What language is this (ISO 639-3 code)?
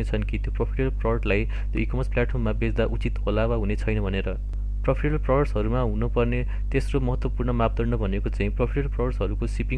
nep